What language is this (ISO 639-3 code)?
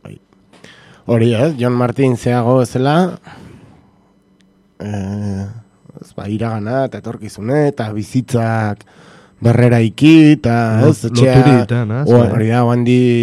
eus